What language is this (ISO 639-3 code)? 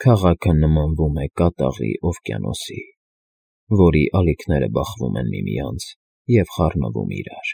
hye